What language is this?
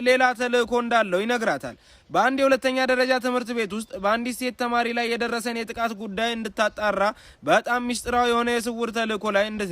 Amharic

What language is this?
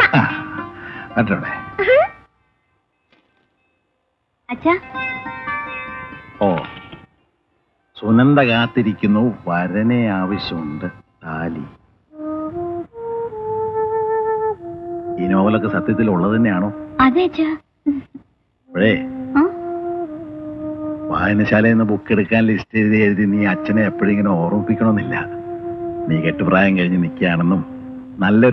Malayalam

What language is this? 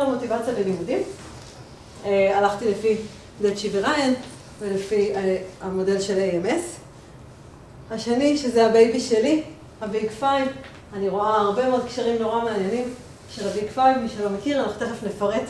Hebrew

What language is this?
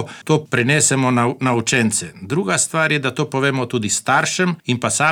Slovenian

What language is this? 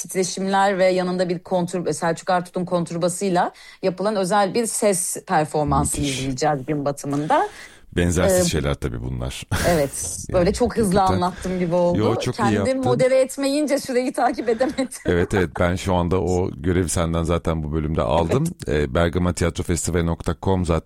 Turkish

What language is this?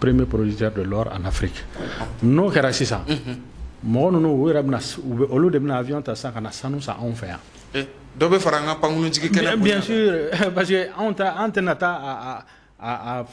Bambara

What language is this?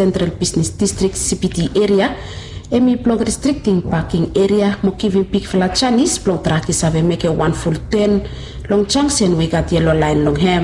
Bislama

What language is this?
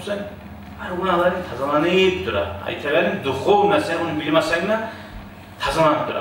Kumyk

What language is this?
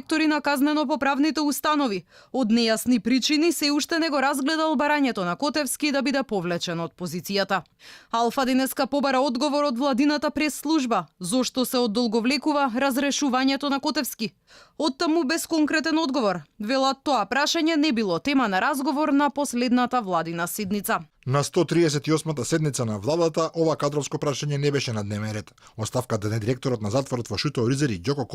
Macedonian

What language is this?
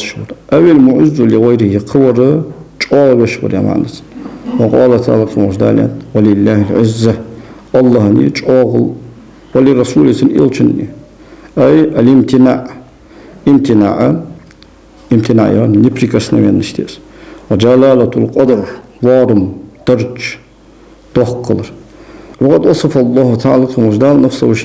Ingush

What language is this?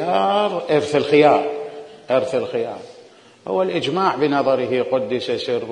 Mesopotamian Arabic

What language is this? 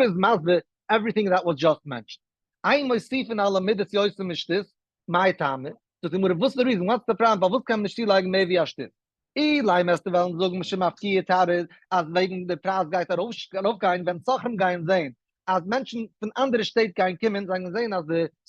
Yiddish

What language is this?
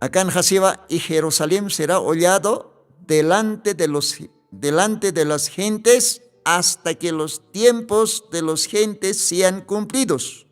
Aymara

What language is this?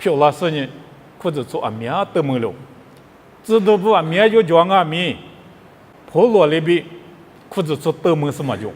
Lisu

